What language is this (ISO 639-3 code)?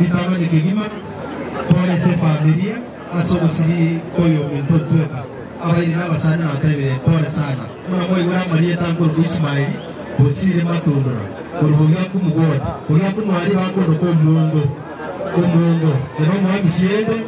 guz